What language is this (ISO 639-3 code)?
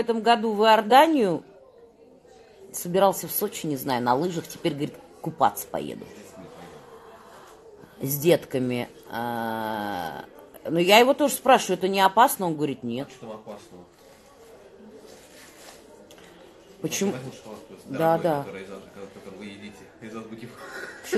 rus